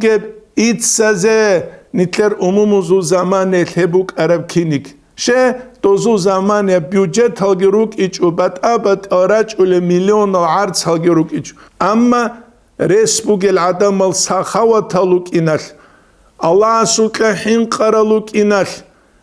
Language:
Avaric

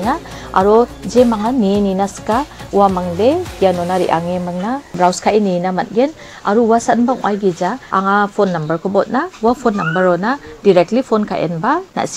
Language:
Garo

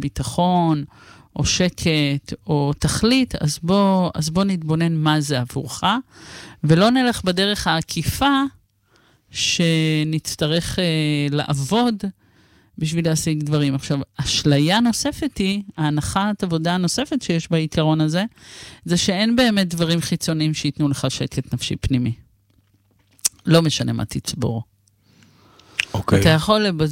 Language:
Hebrew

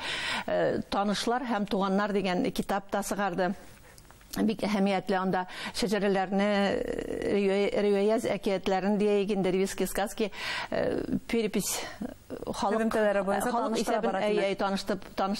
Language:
Bashkir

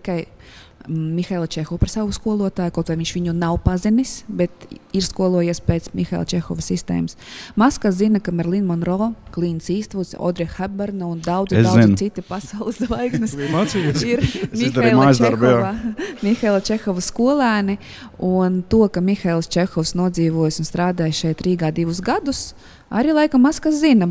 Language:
Latvian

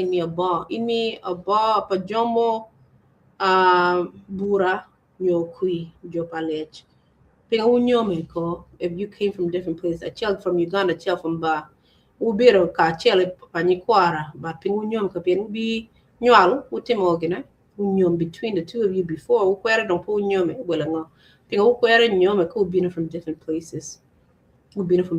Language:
Acoli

